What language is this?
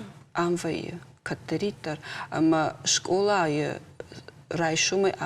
Ossetic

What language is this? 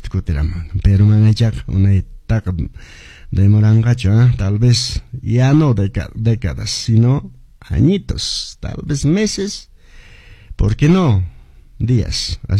Quechua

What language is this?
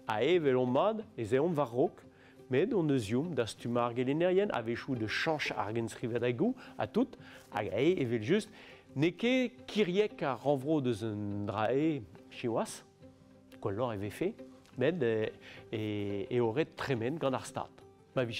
Breton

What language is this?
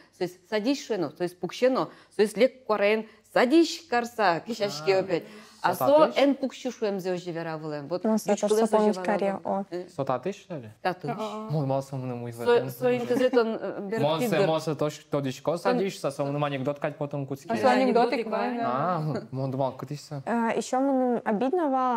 Udmurt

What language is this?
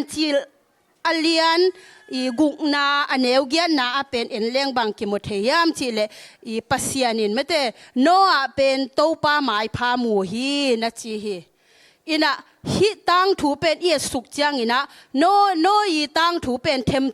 Tedim Chin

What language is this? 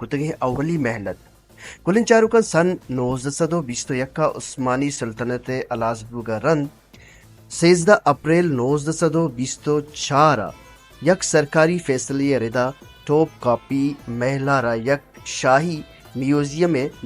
Baluchi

